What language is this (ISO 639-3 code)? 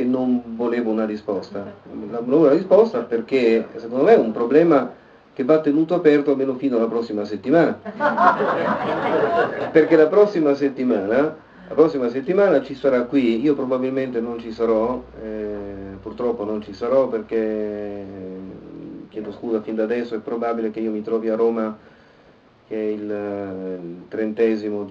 ita